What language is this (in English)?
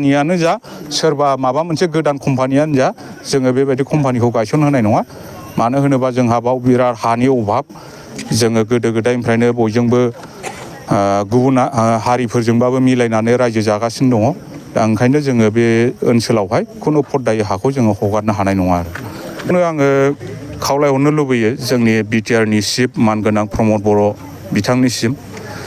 Bodo